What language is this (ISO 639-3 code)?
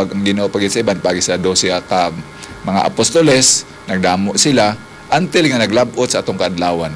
hil